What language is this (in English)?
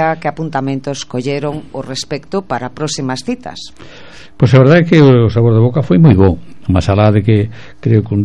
Galician